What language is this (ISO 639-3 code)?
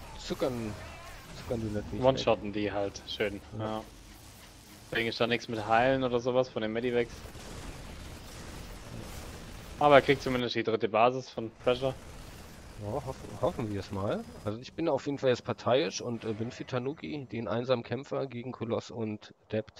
deu